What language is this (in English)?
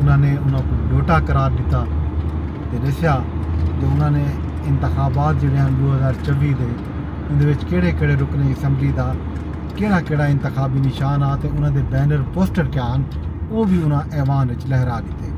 Saraiki